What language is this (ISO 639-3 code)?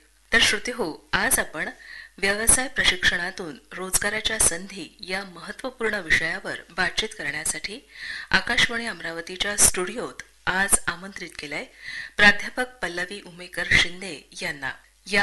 mar